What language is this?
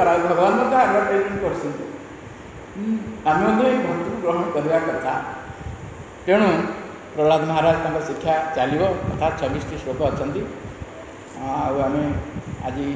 Odia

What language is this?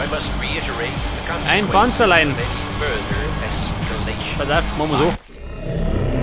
Bavarian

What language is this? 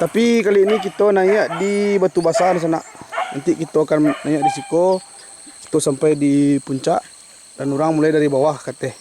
Minangkabau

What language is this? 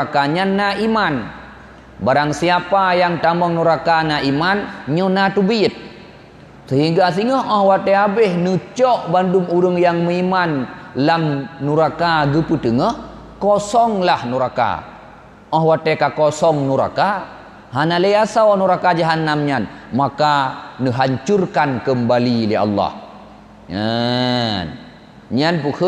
Achinese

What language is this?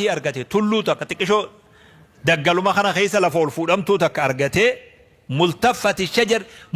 Oromo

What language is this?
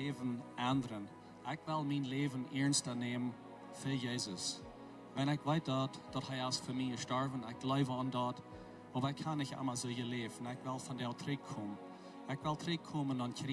Plautdietsch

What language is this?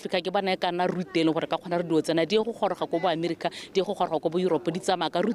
Tswana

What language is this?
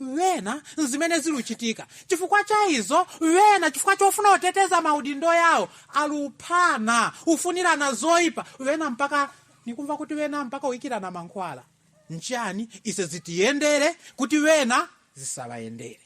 Nyanja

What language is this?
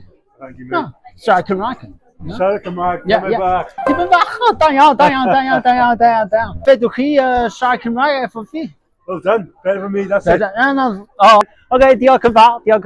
Welsh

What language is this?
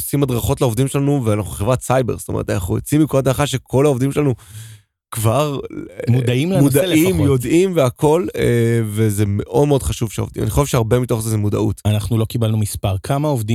Hebrew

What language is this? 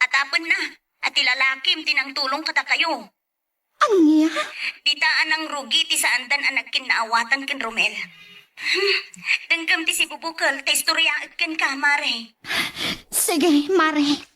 Iloko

